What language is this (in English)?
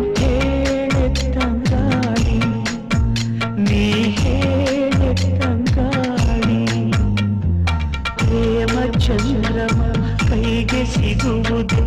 Kannada